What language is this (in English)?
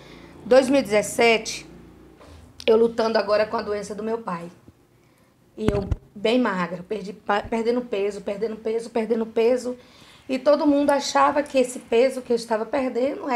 Portuguese